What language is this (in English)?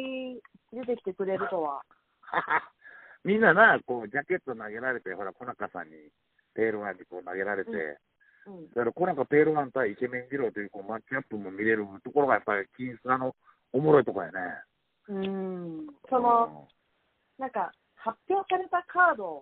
Japanese